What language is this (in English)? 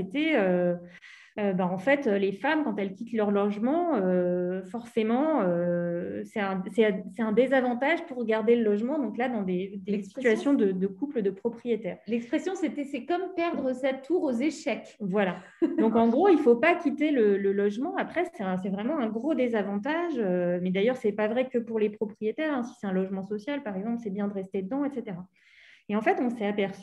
French